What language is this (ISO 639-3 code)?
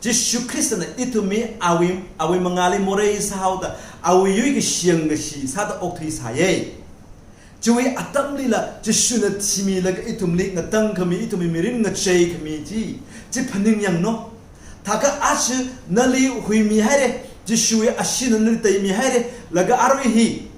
nmf